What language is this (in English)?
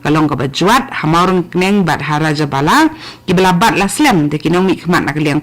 Khasi